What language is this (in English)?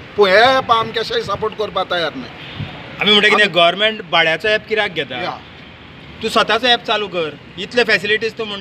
Konkani